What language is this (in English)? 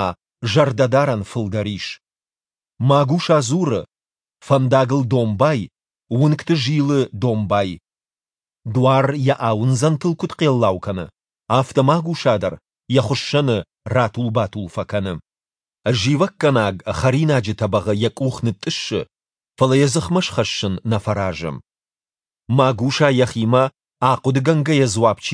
Ossetic